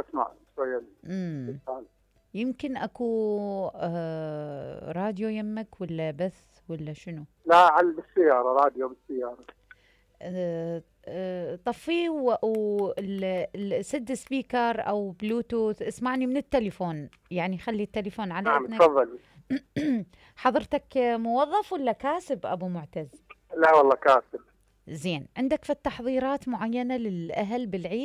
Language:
Mesopotamian Arabic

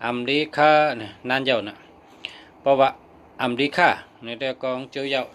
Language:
Shan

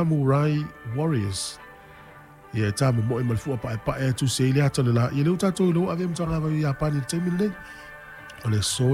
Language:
Samoan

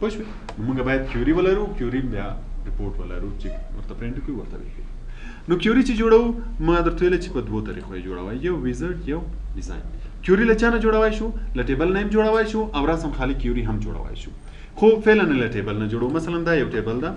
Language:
Pashto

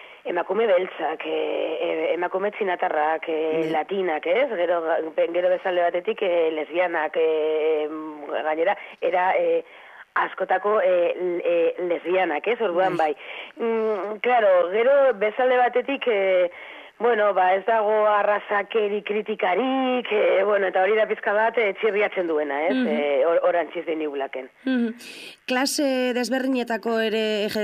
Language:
Basque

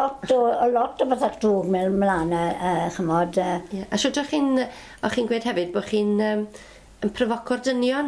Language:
Welsh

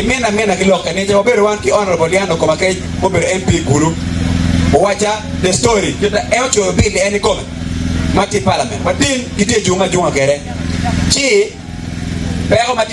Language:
Acoli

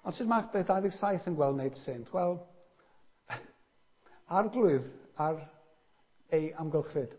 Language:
Welsh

